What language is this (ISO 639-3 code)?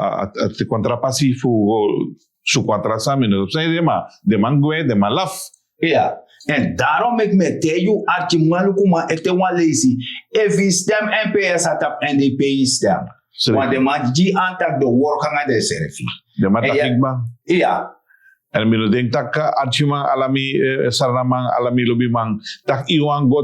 srn